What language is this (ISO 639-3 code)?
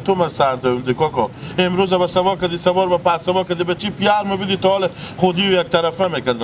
haz